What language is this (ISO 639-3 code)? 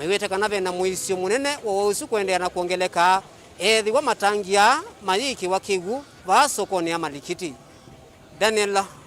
kam